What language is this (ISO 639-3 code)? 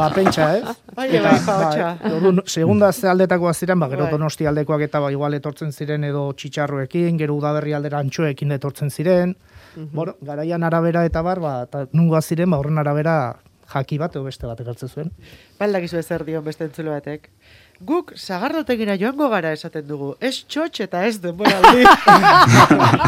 eus